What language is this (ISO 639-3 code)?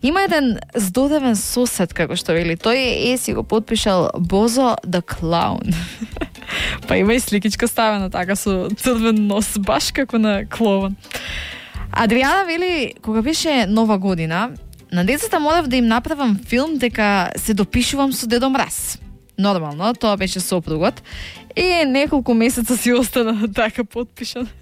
mkd